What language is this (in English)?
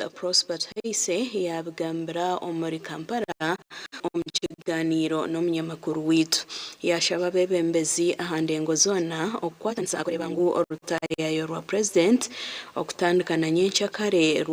Nyankole